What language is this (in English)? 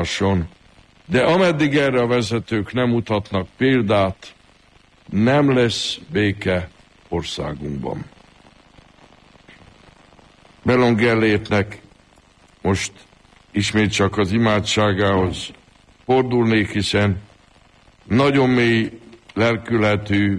Hungarian